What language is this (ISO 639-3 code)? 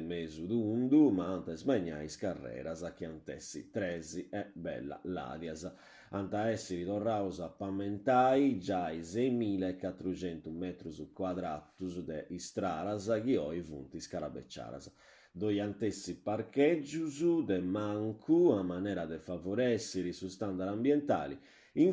srd